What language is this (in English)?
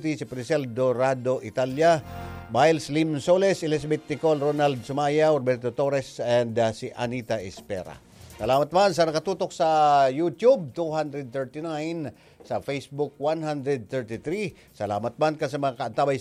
Bikol